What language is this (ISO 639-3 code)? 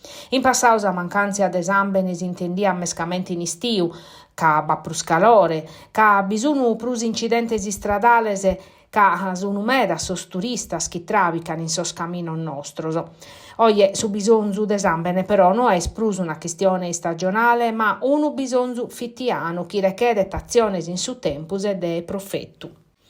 srd